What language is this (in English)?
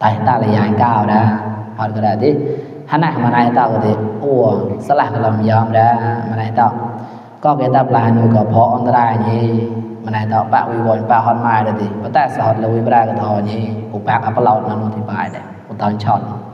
Mon